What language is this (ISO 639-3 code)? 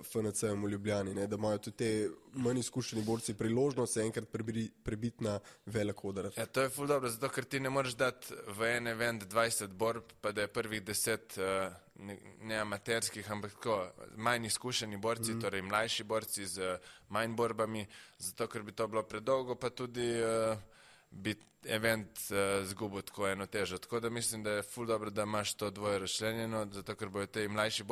slv